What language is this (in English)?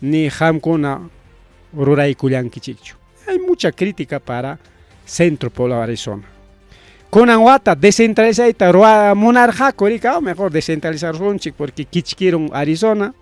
Ayacucho Quechua